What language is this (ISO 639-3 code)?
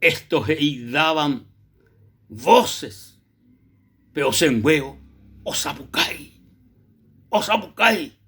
grn